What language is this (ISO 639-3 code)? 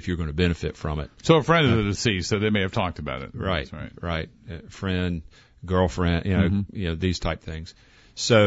eng